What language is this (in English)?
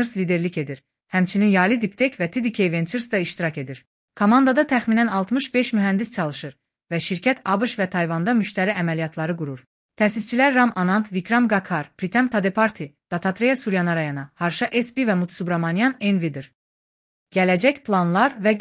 Azerbaijani